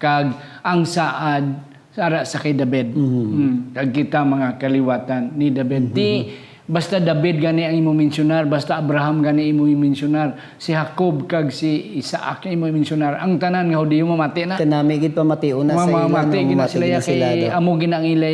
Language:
Hiligaynon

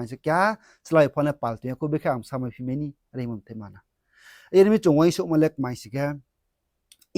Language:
Riang (India)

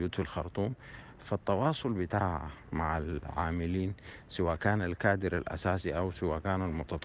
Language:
Sudanese Arabic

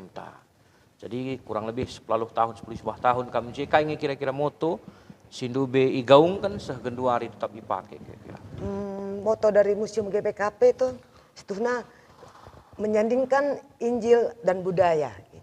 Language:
Batak Karo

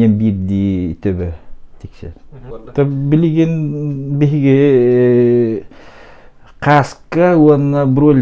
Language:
Yakut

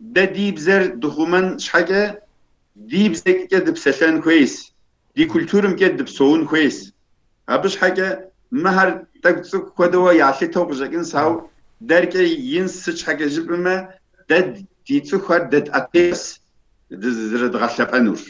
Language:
Kabardian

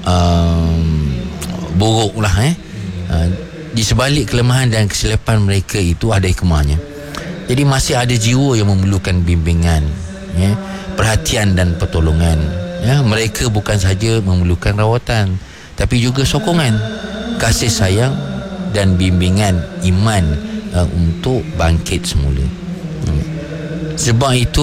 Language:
Malay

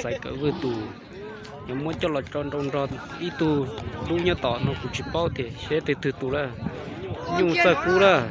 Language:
Hmong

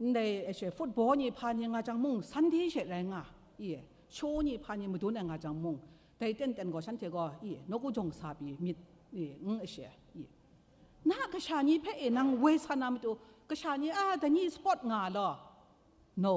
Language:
Kachin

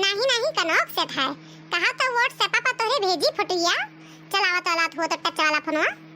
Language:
Awadhi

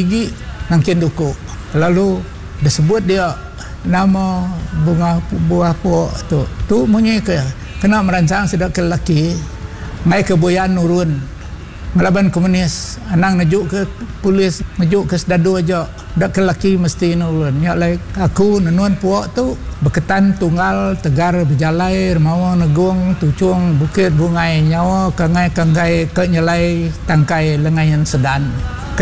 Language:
Iban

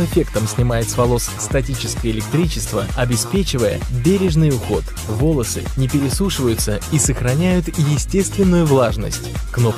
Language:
Russian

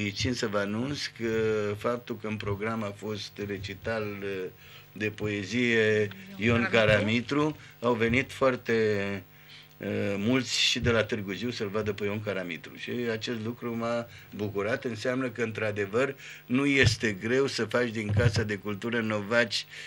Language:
Romanian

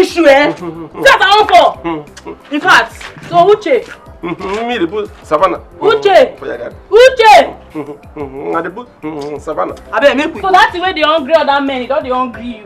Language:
Nigerian Pidgin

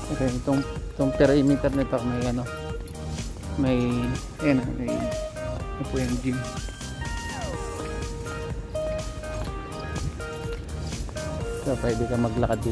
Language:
Filipino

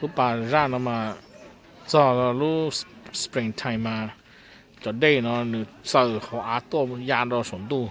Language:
Hmong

